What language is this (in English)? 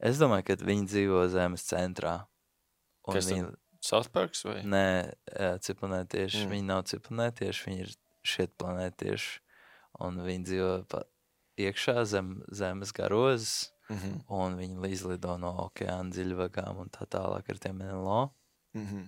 Latvian